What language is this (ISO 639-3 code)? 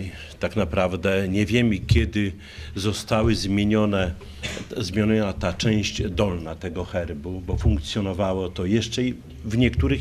pol